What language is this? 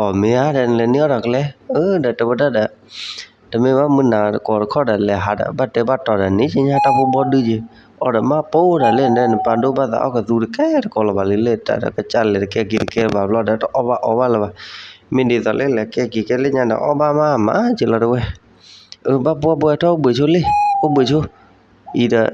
S'gaw Karen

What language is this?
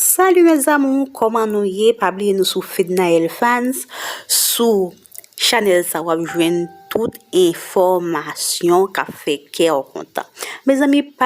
Haitian Creole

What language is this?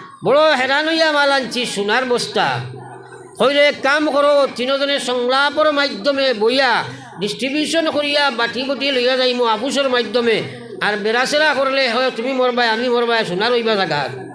Sylheti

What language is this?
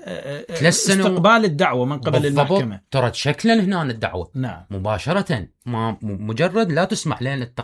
Mesopotamian Arabic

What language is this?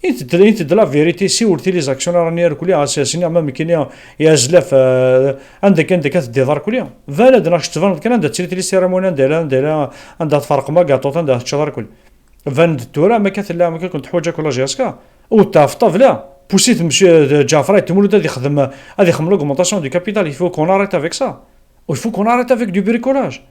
Kabyle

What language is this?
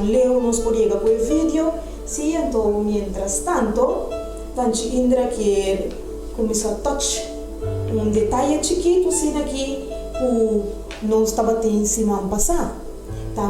Papiamento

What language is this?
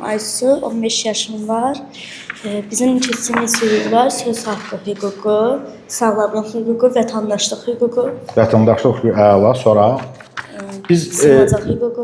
Azerbaijani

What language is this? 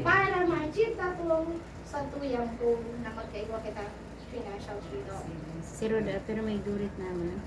Bikol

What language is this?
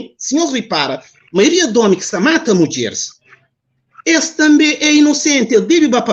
Kabuverdianu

